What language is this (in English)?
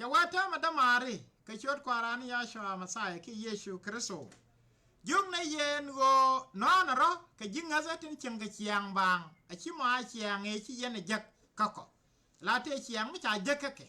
Nuer